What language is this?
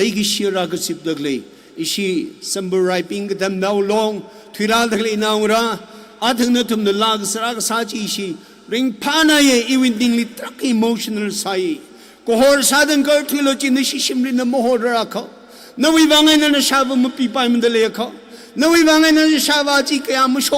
Tangkhul Naga (India)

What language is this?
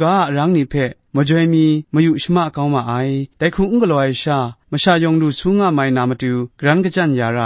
Kachin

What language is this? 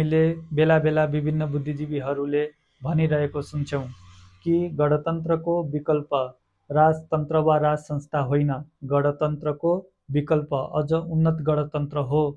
Nepali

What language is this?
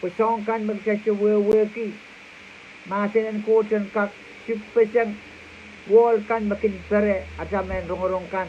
Pohnpeian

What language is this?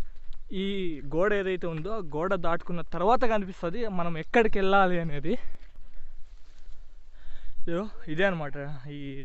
Telugu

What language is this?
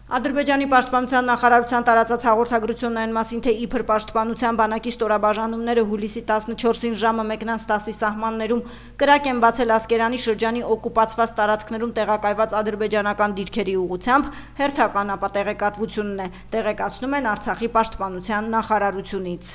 Armenian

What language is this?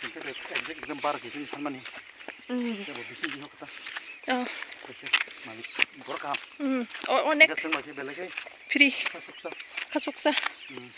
Kok Borok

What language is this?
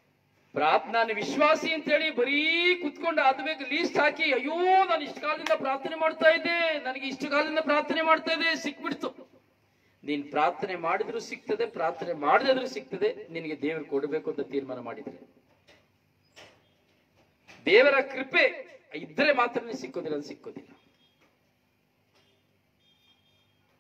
Kannada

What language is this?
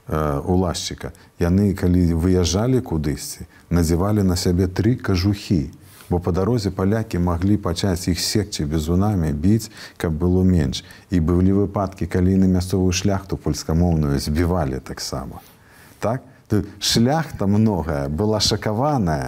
Belarusian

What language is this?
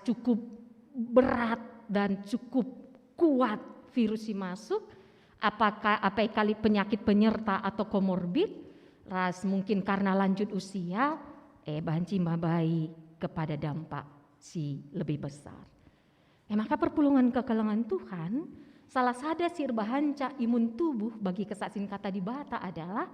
Batak Karo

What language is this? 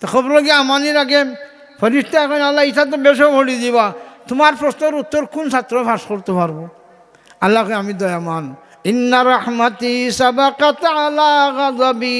Sylheti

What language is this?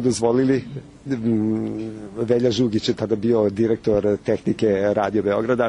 Serbian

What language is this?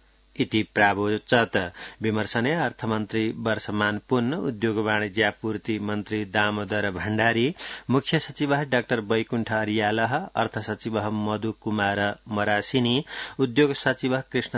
Sanskrit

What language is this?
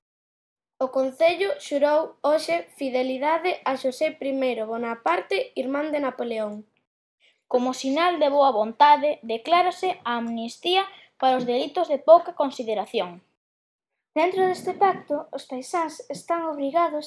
Galician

